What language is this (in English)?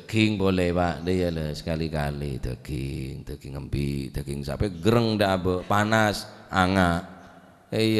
Madurese